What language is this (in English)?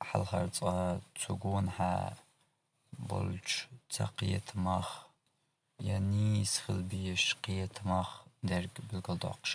Chechen